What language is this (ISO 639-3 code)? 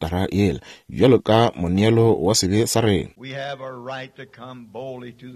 nso